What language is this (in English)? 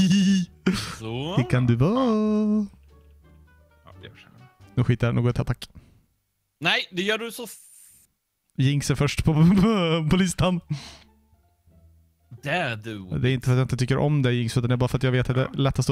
Swedish